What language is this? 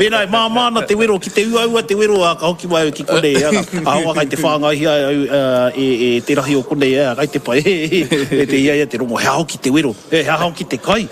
Māori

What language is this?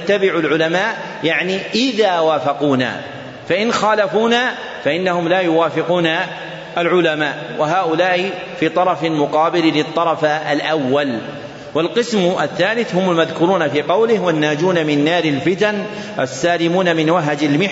Arabic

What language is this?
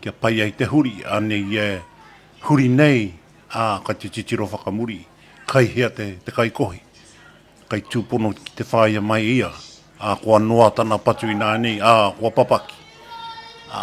Māori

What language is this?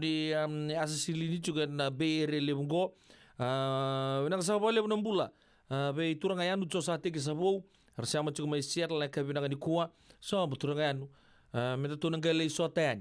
Fijian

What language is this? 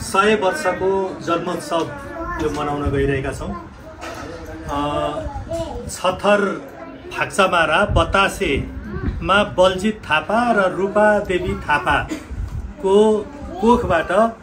Nepali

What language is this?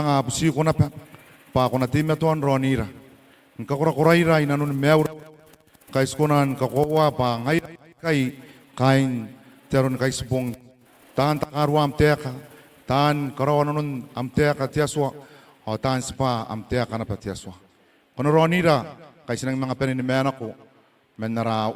Gilbertese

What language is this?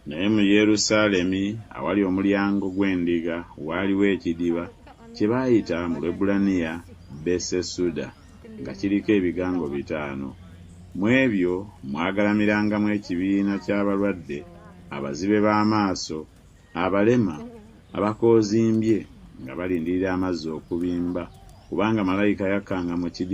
Ganda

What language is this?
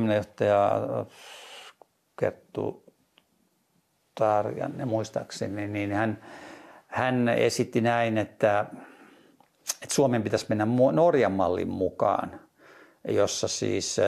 Finnish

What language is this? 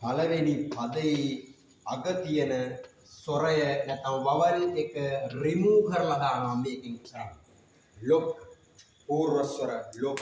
Sinhala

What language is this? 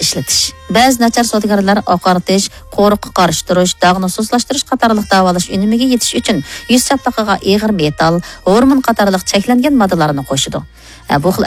Uyghur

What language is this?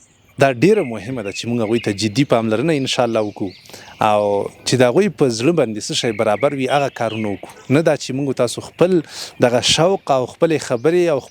Pashto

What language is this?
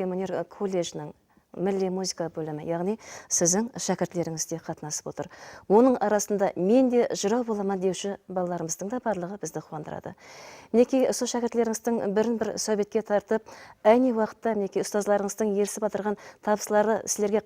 Kara-Kalpak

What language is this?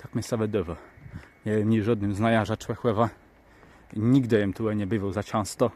Kashubian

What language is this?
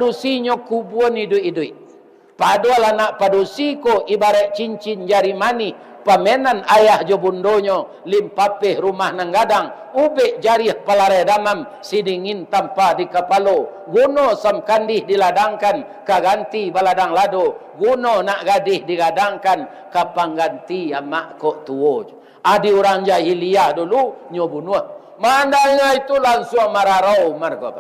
Minangkabau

